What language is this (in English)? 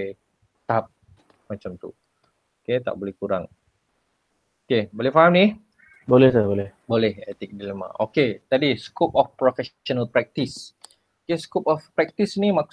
Malay